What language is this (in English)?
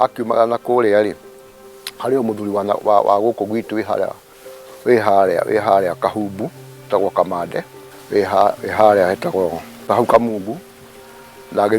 Kikuyu